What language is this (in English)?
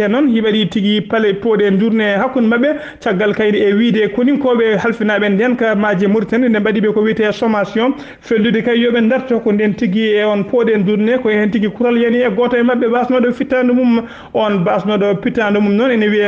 Fula